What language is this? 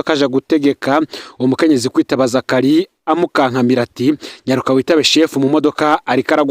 Rundi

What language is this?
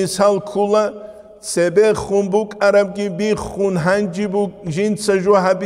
Avaric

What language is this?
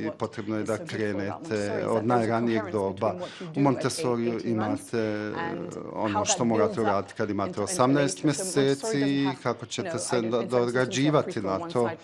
Bosnian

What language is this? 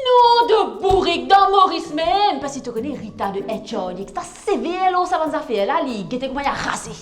Morisyen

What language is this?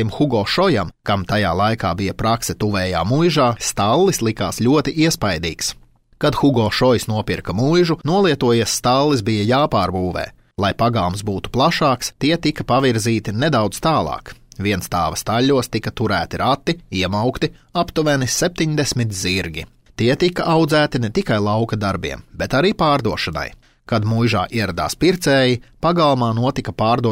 Latvian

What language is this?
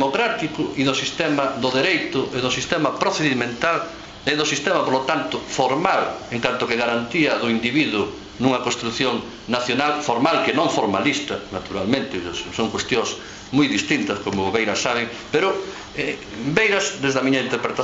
Galician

